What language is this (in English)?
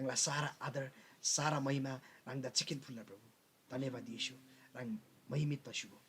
Eastern Tamang